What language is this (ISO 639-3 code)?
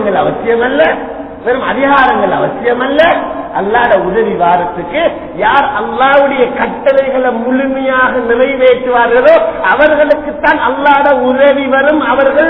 tam